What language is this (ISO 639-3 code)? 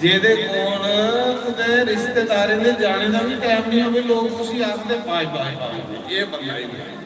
doi